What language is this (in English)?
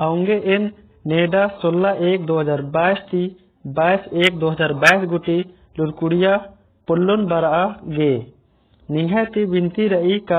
Kurukh